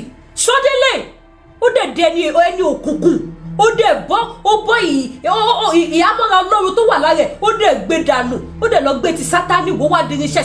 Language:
Yoruba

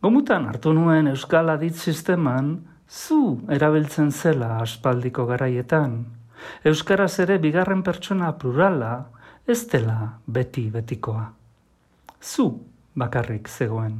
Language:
Basque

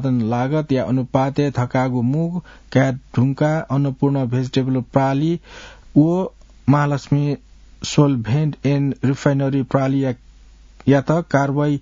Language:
Newari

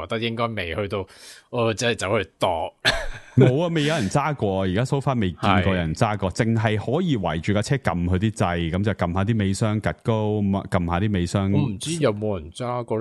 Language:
Cantonese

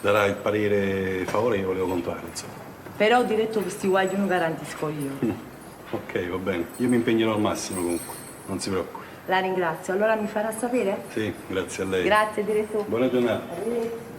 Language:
Neapolitan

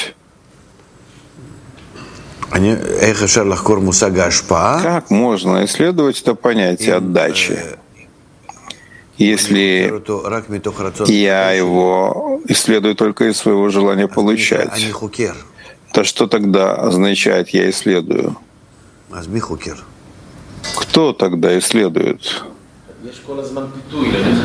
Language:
Russian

